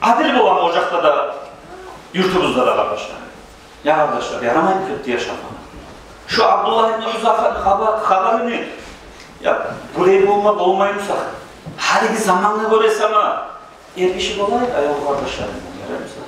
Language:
Kumyk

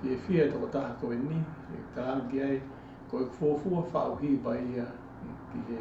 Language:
Tongan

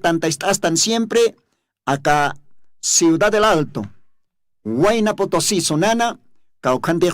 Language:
Aymara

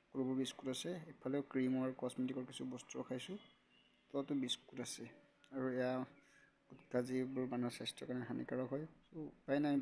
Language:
Assamese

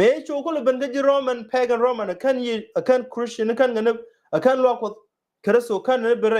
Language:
Nuer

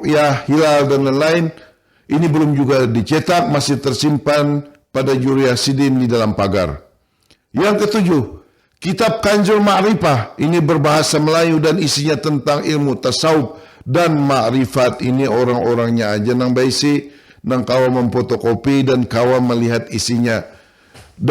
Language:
Banjar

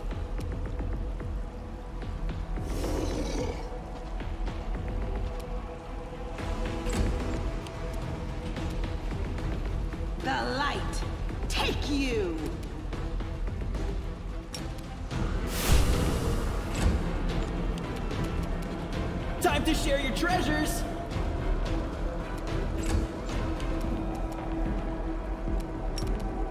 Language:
German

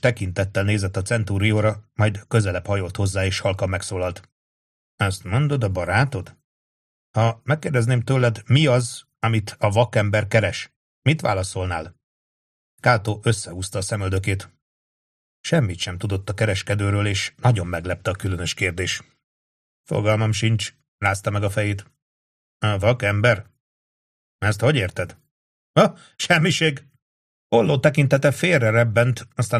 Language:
Hungarian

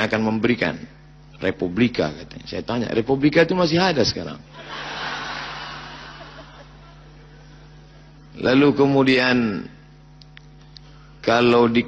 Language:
Indonesian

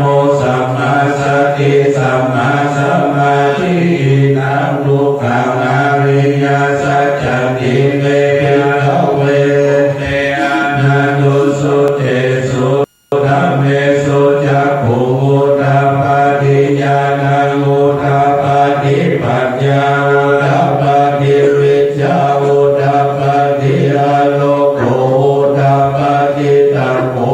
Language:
Pali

